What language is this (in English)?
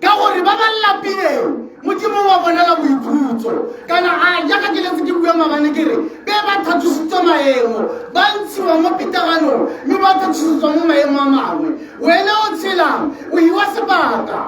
Tswana